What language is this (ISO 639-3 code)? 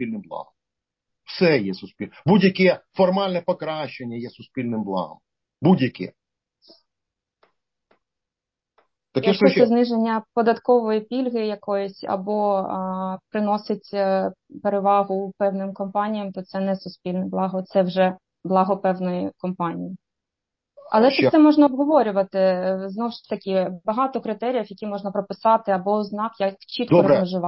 ukr